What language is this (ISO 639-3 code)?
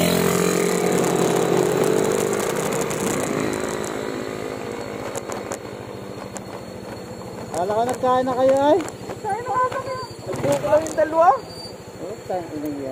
fil